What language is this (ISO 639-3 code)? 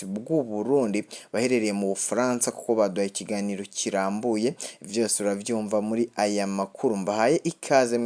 run